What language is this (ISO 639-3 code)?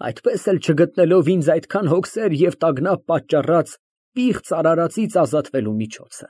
hye